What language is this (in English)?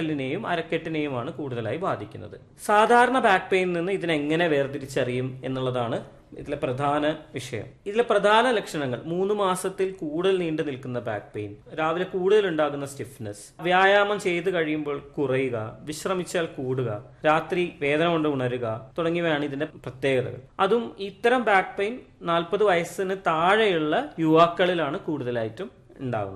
Malayalam